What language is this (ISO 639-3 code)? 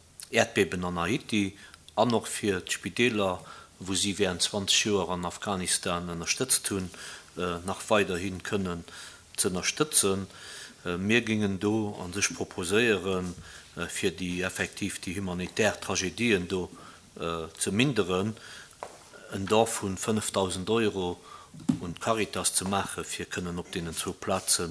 ltz